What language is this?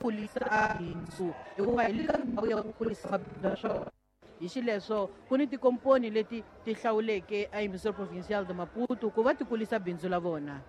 Tsonga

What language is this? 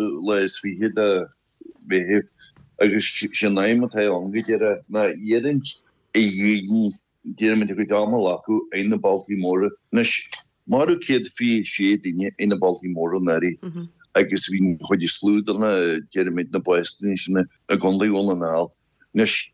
Irish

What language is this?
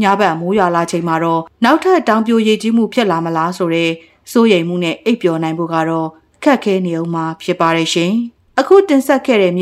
Burmese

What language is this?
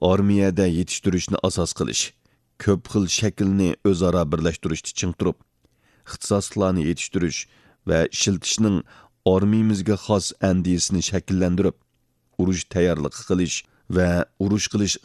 Uyghur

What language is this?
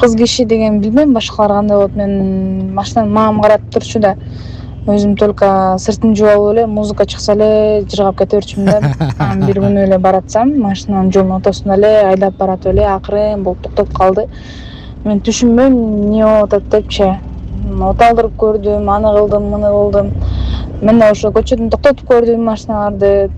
Kyrgyz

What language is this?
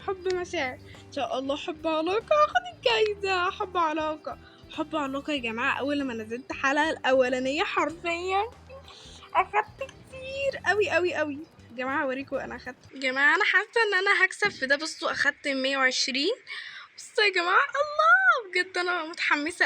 Egyptian Arabic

